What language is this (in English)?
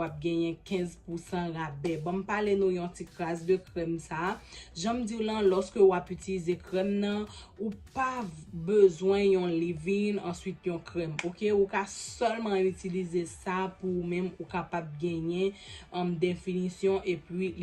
Haitian Creole